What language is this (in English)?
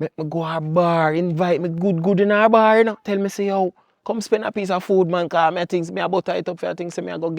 Jamaican Creole English